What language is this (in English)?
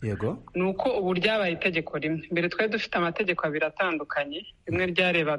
Kinyarwanda